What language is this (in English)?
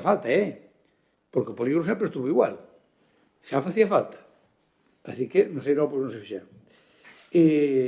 Galician